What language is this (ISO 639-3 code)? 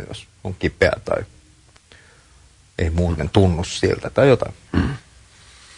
fin